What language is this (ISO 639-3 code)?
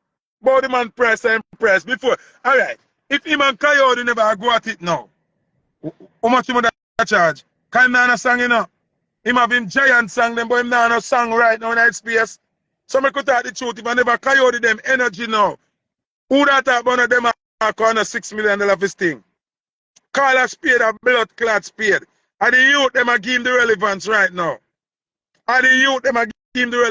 jam